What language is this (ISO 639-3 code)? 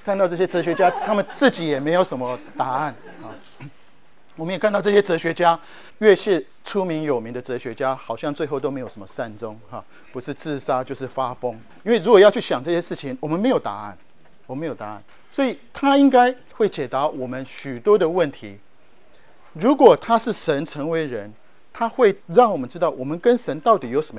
zho